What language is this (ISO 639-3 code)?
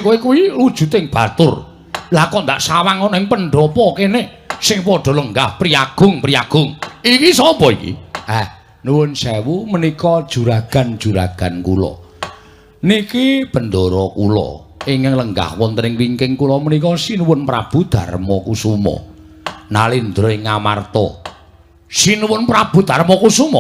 jav